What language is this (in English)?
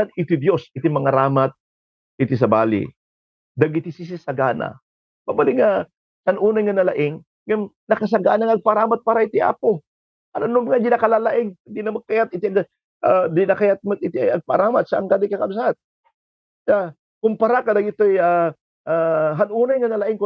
Iloko